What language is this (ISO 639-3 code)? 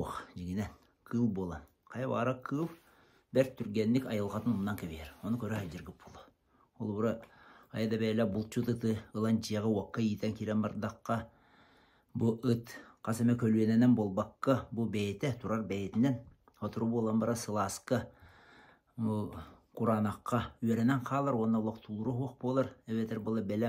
sah